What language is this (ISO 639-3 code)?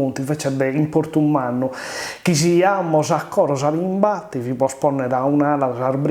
srd